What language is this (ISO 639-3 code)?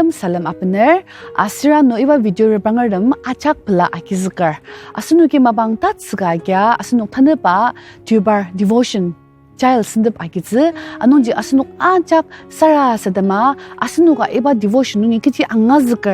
njo